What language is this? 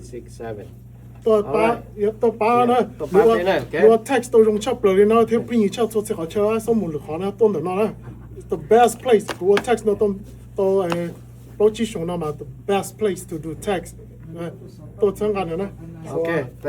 Hmong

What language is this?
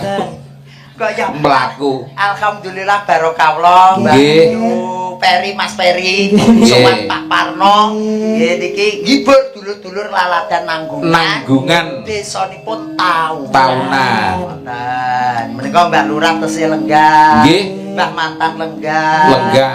Javanese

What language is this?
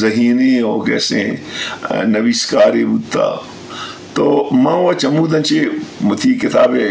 Eastern Balochi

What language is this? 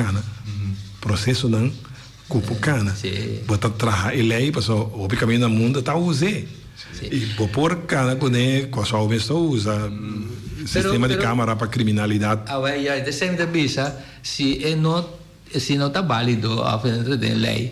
Papiamento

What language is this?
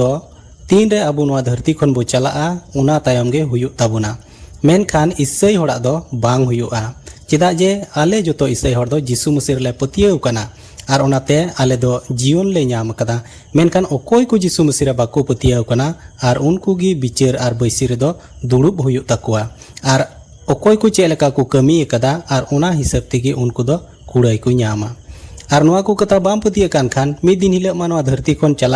Santali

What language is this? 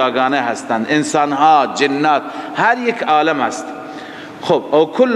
Persian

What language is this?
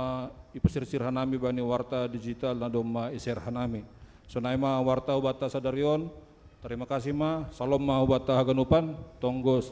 Batak Simalungun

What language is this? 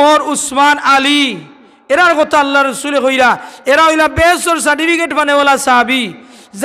Sylheti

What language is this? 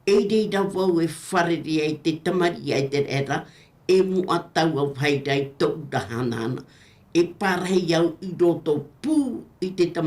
Tahitian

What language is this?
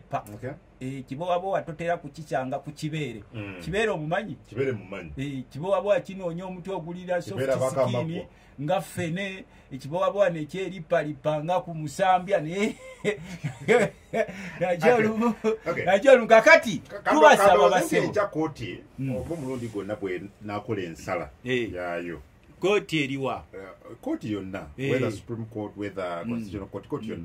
Ganda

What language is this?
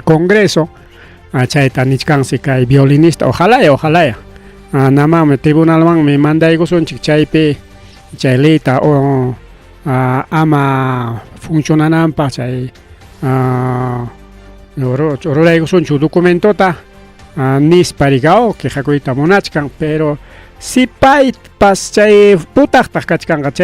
Ayacucho Quechua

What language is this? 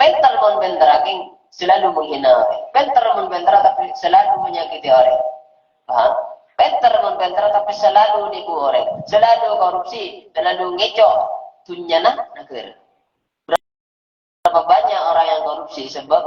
Madurese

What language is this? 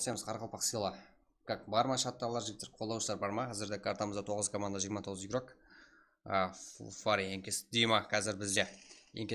Kara-Kalpak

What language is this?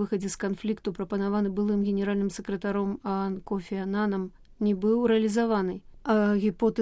Belarusian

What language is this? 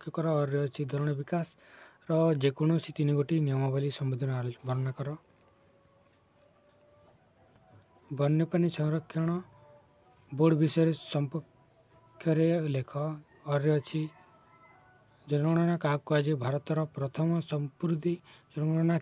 Odia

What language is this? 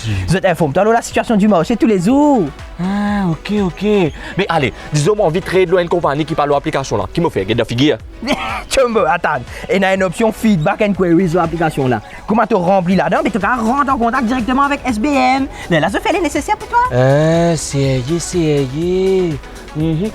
Morisyen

